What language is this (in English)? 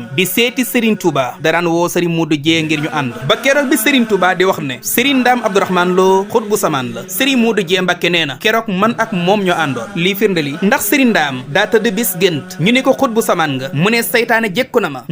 Wolof